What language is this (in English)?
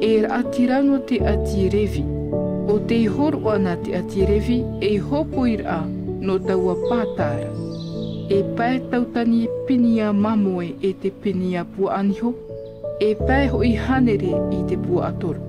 Tahitian